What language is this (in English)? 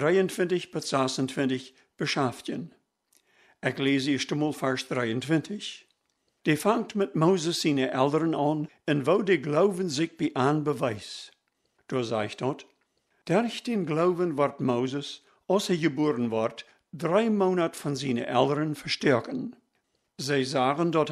Plautdietsch